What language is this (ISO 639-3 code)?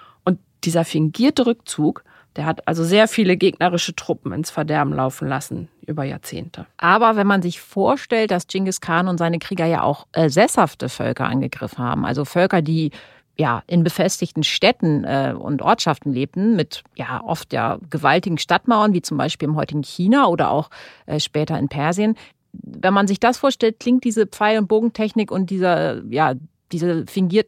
deu